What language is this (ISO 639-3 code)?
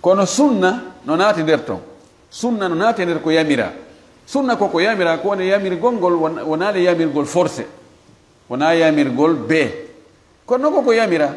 ful